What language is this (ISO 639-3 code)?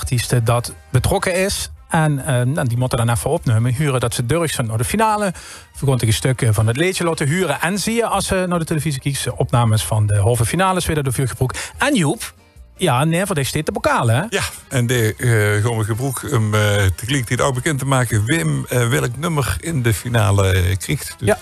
lim